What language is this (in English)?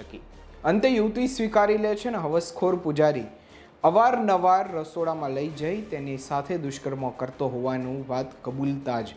Gujarati